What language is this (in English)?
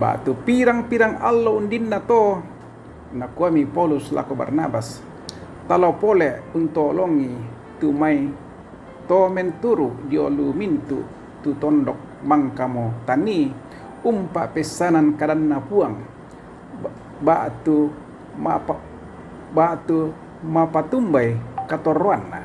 Toraja-Sa'dan